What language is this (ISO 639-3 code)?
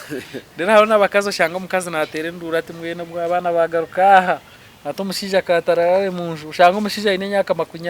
nyn